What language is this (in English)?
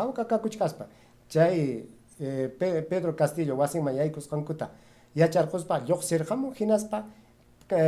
Ayacucho Quechua